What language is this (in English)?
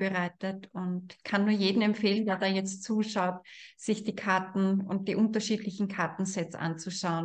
German